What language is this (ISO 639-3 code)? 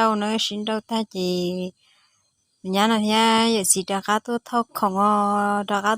hmn